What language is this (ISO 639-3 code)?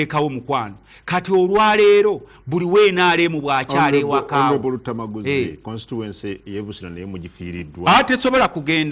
lug